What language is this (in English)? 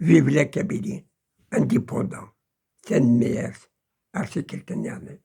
Kabyle